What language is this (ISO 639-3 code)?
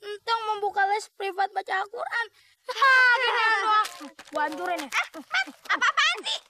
bew